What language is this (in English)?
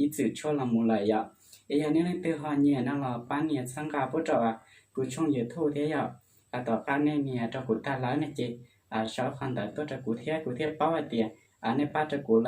Hmong